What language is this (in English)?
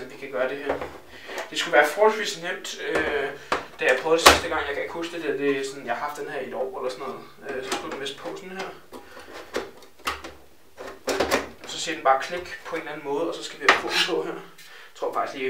Danish